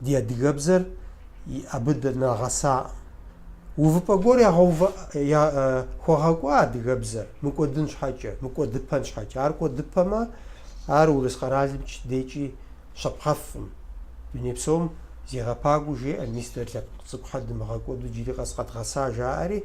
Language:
Kabardian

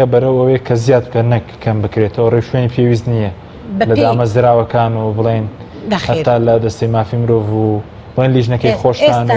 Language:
Central Kurdish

